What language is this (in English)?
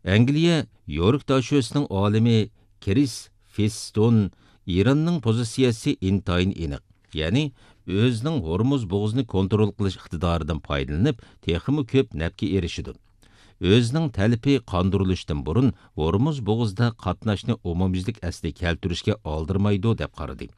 Uyghur